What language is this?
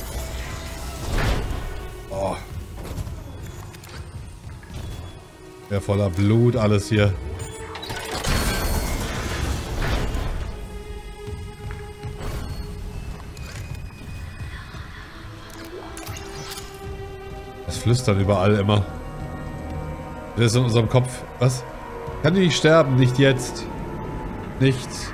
German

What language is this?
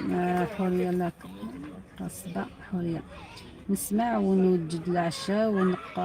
Algerian Arabic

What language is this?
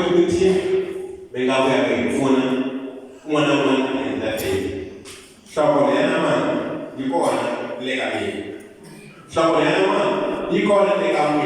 Tsonga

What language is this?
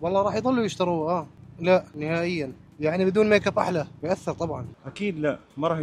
North Levantine Arabic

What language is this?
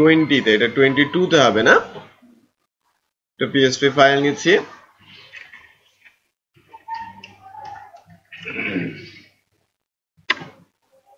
Bangla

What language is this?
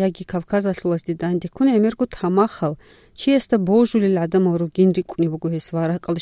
Avaric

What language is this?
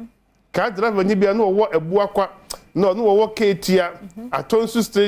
Akan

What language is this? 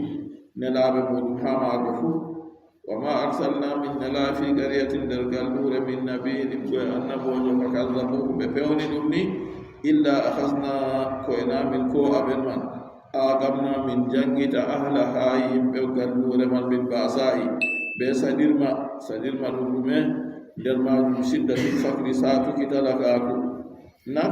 Adamawa Fulfulde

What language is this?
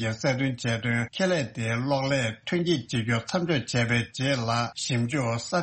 Tibetan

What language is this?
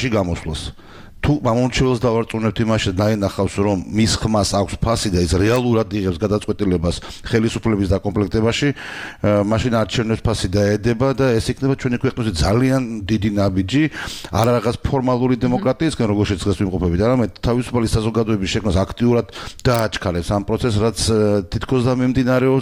Georgian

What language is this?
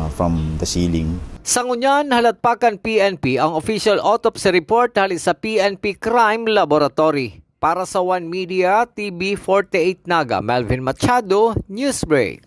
Bikol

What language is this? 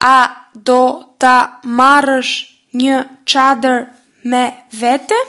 Albanian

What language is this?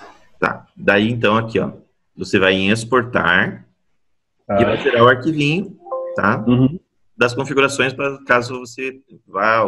Portuguese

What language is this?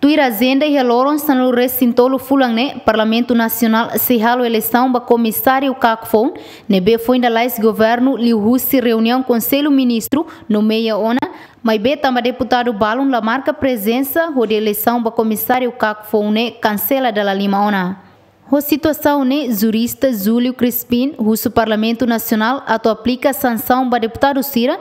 Tetum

